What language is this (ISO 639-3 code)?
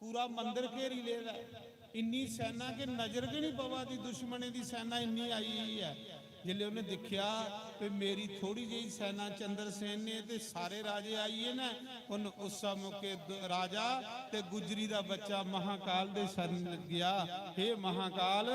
doi